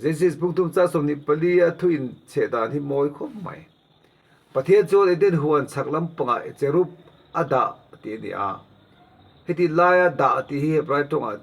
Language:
Mizo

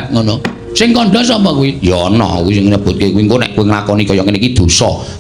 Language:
Javanese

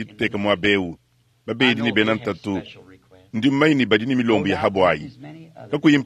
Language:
Luba-Lulua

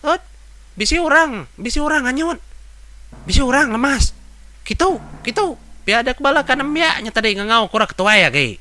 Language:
Iban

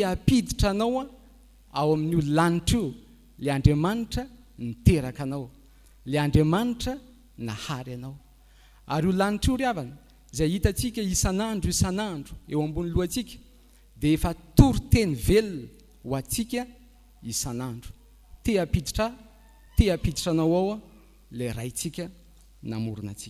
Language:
Malagasy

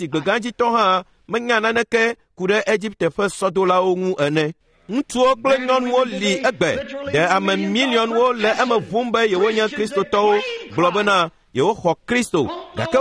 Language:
Ewe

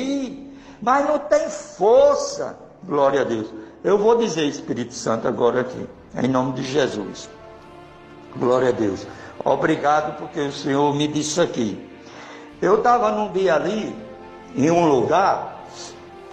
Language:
Portuguese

